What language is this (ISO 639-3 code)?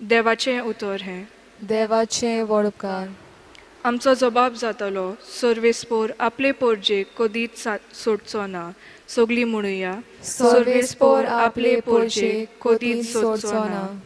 kok